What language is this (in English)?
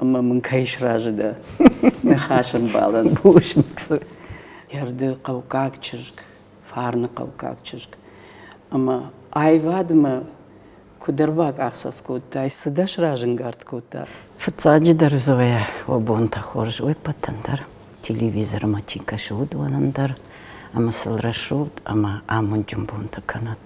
Ossetic